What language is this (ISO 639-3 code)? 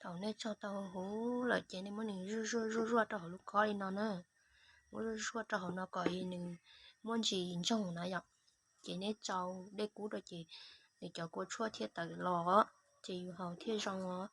hmn